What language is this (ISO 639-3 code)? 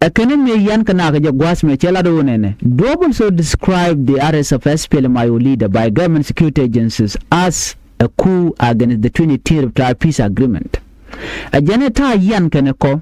nus